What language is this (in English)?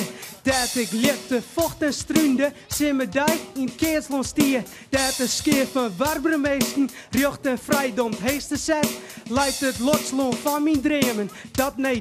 Western Frisian